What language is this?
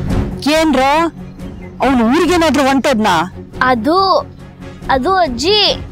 Kannada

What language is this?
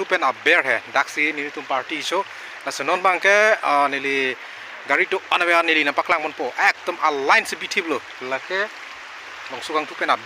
Karbi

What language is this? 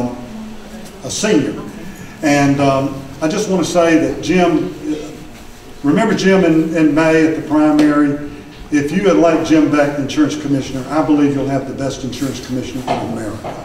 English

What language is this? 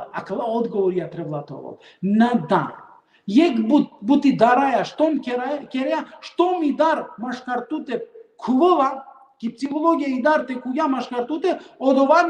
Balkan Romani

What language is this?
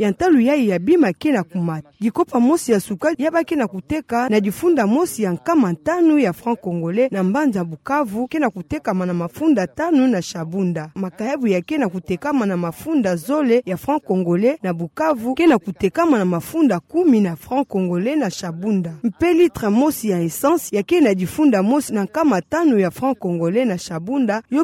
Kituba (Democratic Republic of Congo)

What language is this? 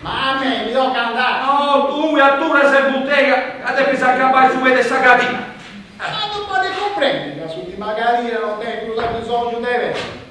Sardinian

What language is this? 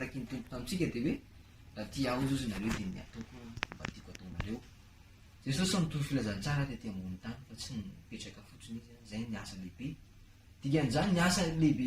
Malagasy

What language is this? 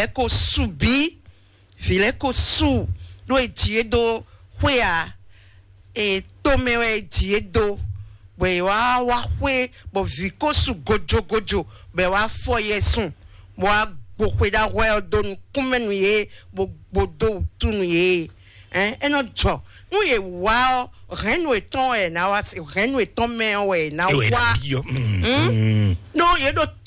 Fon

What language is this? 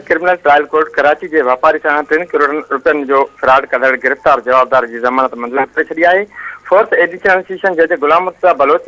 Sindhi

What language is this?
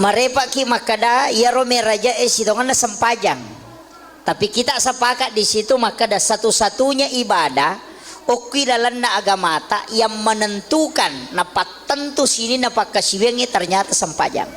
Buginese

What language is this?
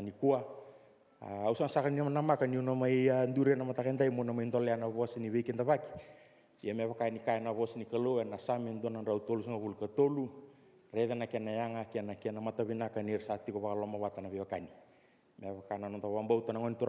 Fijian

